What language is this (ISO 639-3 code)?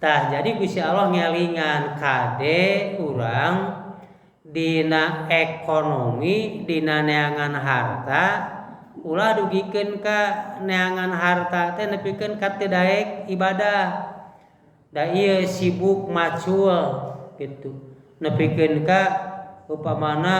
sun